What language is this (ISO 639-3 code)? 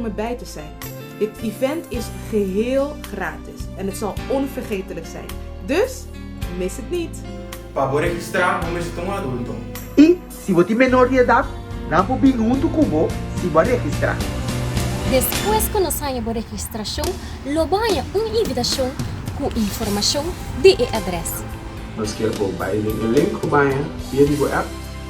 pap